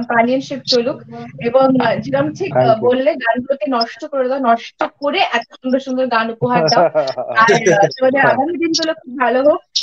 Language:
Bangla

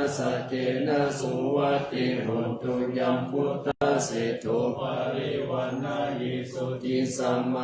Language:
Pali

